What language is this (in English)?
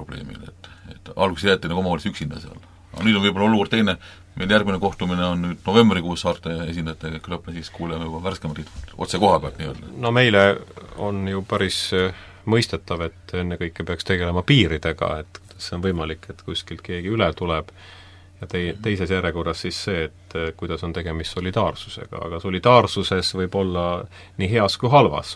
Estonian